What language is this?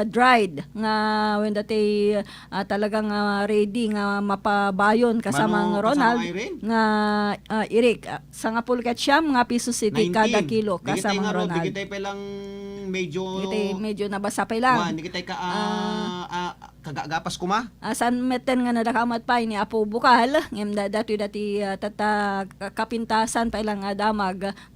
Iloko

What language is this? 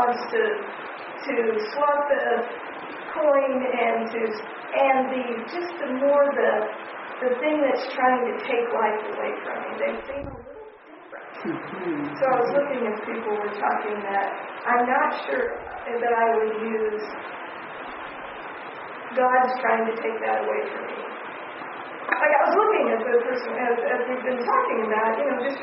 English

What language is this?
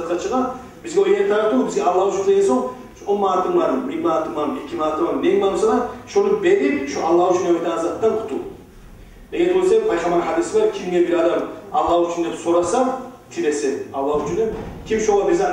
Kumyk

